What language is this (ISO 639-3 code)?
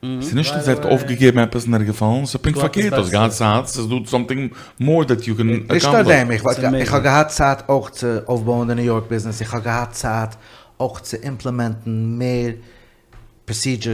yid